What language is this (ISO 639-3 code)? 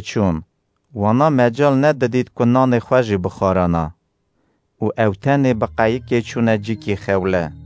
kur